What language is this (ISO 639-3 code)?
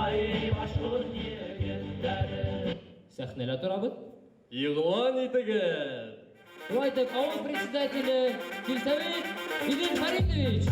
bak